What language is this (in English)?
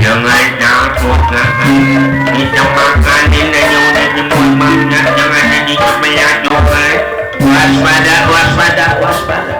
Betawi